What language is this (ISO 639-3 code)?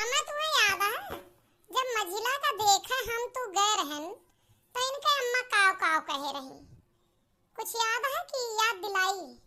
awa